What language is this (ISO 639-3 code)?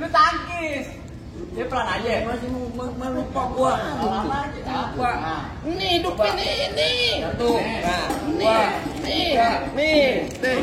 bew